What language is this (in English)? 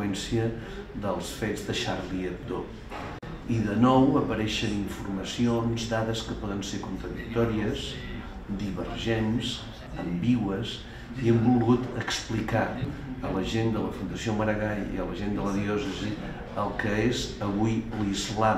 Catalan